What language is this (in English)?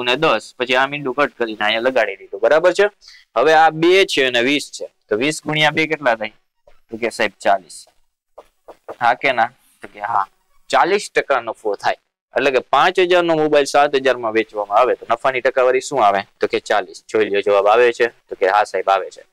Gujarati